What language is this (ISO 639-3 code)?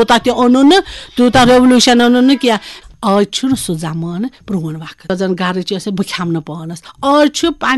kas